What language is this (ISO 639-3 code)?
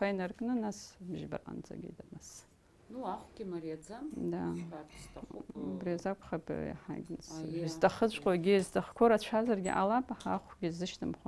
abk